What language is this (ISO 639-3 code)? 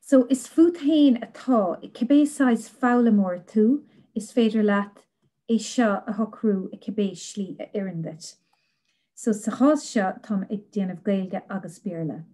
gle